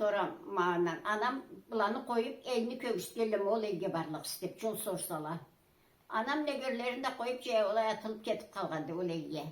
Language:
Karachay-Balkar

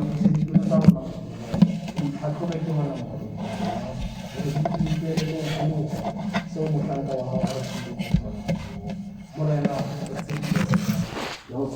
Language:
Tswana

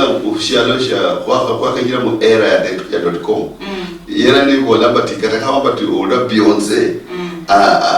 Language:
Luyia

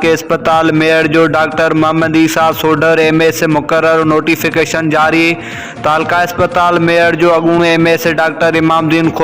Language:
Sindhi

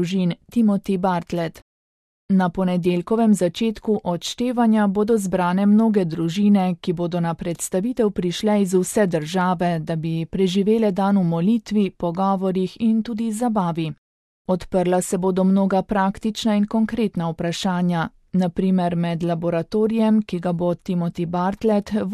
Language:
Slovenian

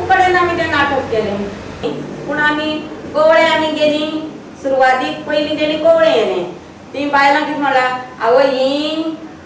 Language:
Konkani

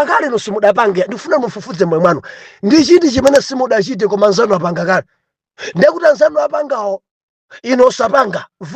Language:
Nyanja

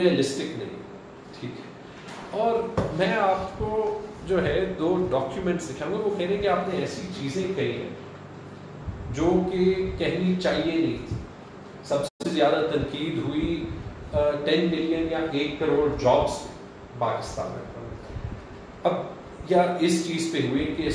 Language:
Urdu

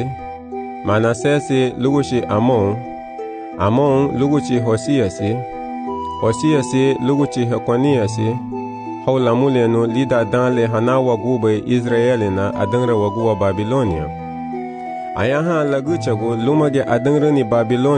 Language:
Garifuna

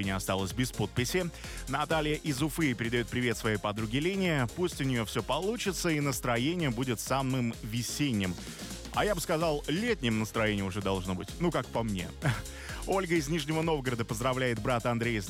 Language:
Russian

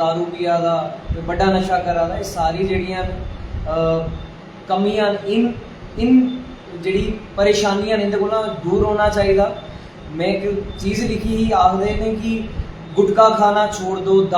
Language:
Dogri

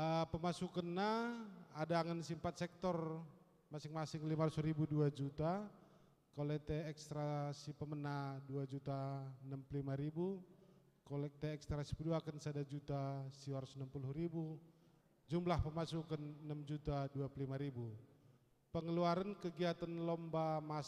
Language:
Batak Karo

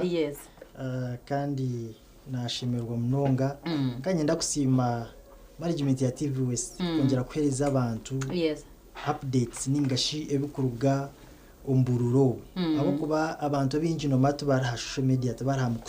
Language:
Nyankole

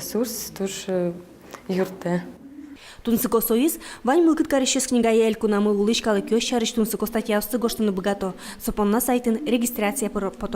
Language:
Udmurt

